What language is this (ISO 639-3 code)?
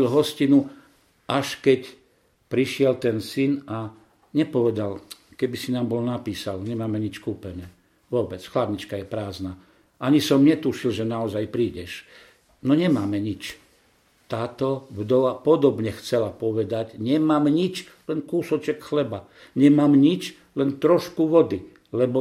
slk